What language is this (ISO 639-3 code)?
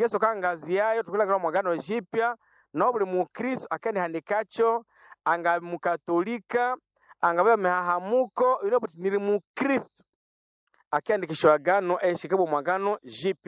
nnb